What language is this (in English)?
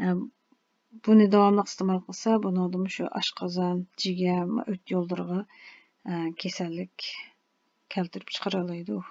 Uyghur